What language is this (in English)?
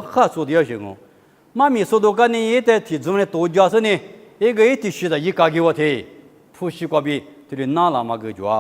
Lisu